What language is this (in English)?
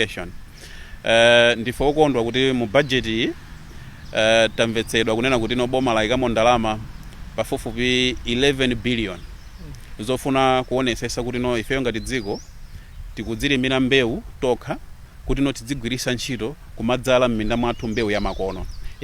Nyanja